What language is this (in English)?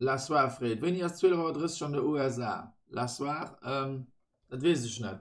Luxembourgish